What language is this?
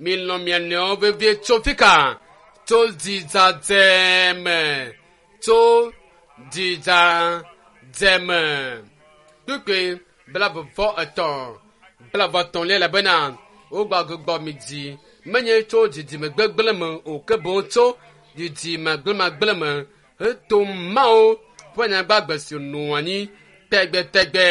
Ewe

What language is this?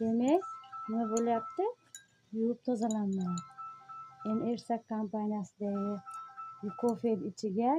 Uzbek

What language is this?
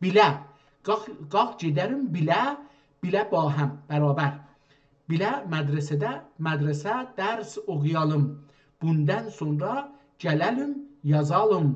South Azerbaijani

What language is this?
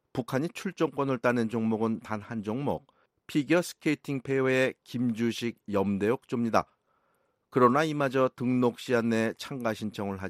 Korean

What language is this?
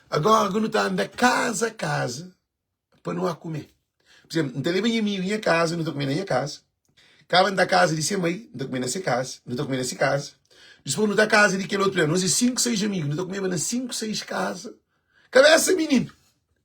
Kabuverdianu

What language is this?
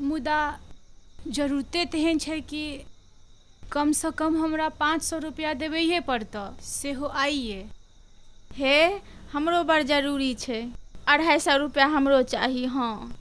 Maithili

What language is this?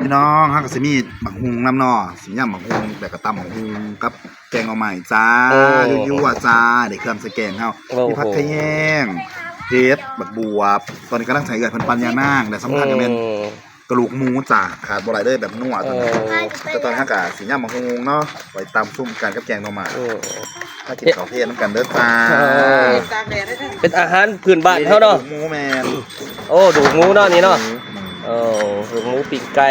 Northeastern Thai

